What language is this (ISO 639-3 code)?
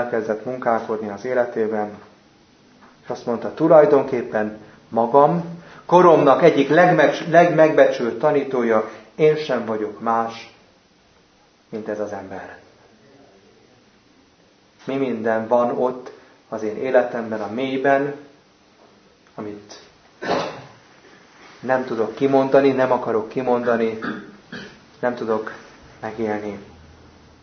hun